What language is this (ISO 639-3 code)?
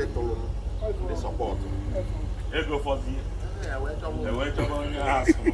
ibo